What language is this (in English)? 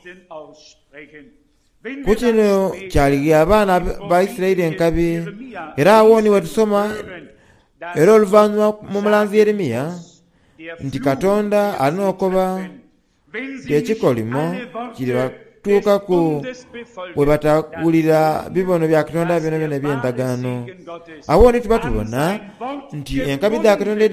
Soga